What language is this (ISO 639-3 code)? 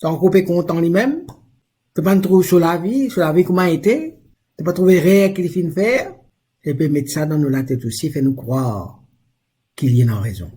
mfe